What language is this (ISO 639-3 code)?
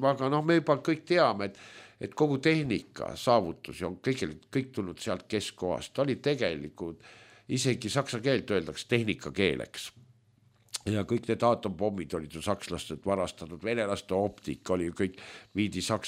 est